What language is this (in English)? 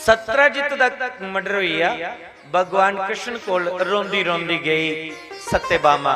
Dogri